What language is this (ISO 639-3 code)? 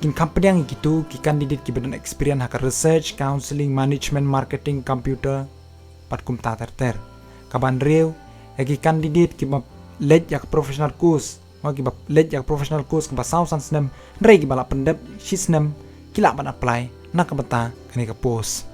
kha